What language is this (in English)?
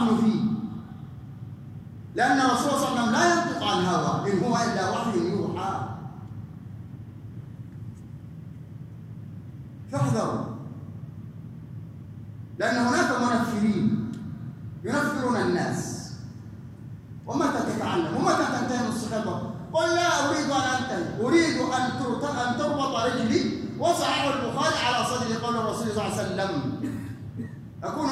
Arabic